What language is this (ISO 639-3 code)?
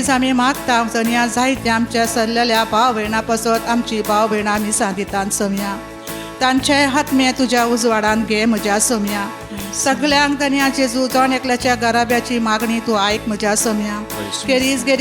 kok